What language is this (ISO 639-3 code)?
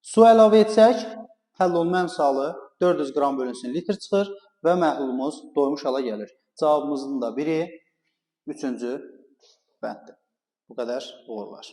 aze